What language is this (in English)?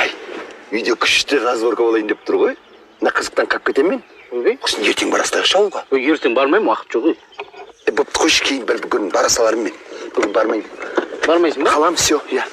Kazakh